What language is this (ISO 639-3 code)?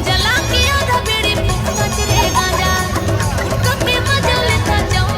hne